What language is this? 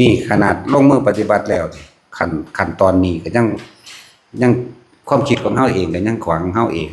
Lao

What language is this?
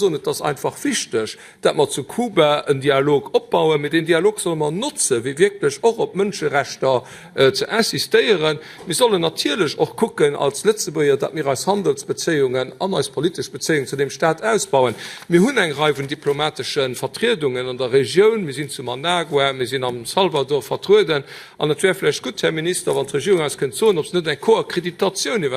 Luxembourgish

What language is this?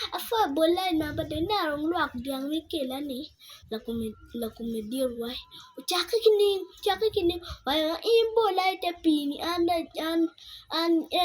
Acoli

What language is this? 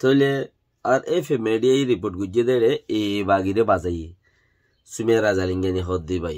Rohingya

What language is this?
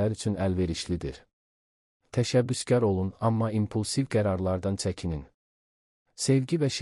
Azerbaijani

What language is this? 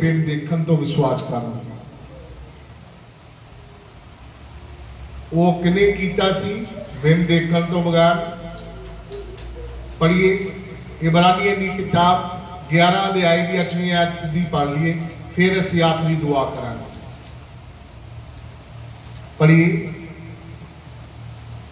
Punjabi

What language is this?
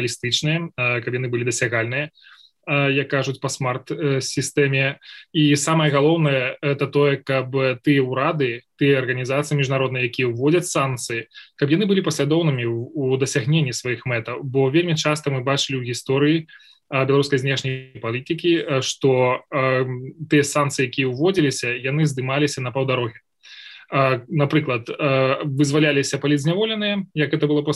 Belarusian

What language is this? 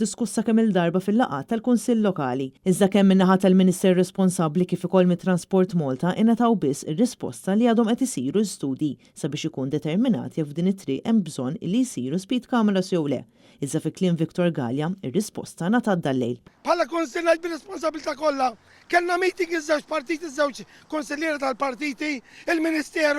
Maltese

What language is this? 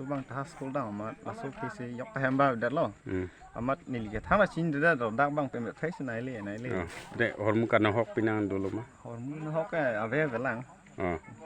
Karbi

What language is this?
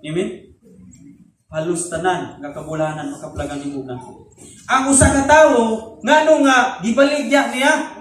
Cebuano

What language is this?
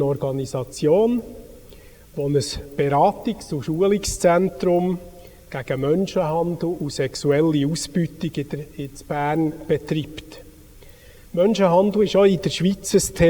Swiss German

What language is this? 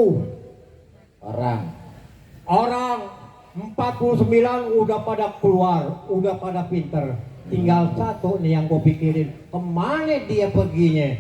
Betawi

